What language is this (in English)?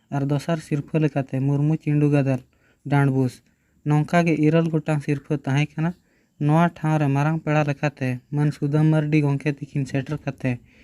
Santali